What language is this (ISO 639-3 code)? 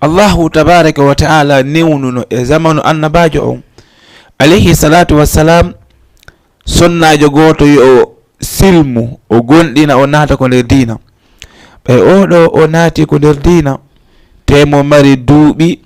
ful